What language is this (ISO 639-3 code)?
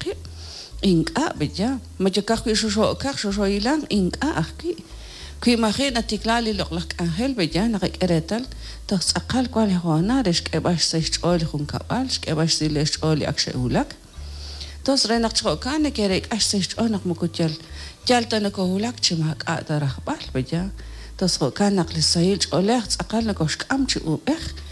kek